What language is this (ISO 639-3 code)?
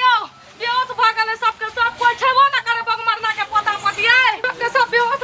mai